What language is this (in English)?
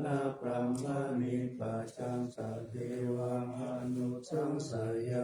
Pali